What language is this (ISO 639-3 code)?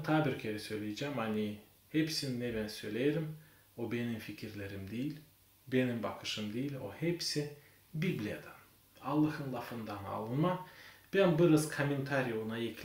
gag